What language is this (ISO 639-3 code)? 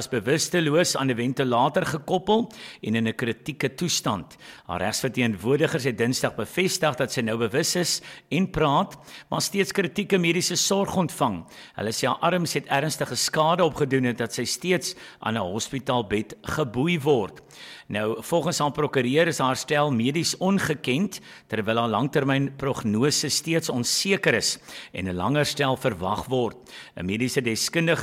afr